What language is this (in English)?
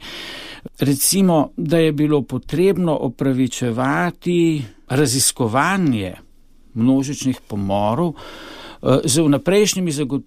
Slovenian